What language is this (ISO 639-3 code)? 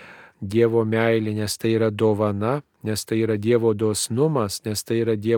lit